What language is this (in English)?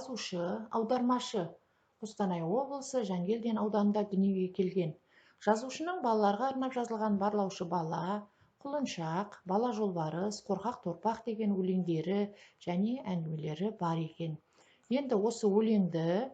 Kazakh